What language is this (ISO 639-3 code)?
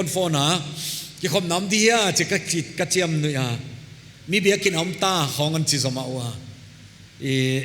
pck